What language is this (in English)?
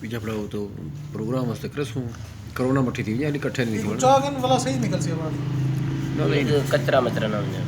Saraiki